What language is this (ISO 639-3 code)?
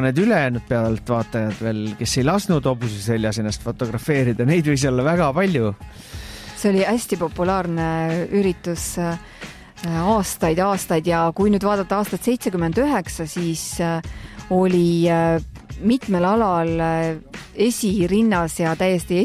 est